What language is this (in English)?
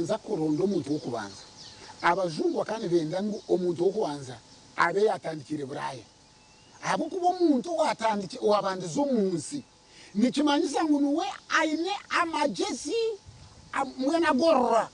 Nyankole